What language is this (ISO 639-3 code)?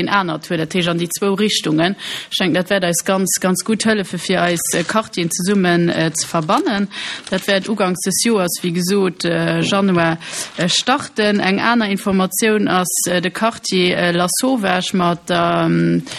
ltz